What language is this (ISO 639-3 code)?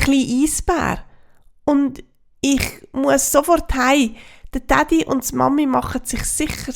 gsw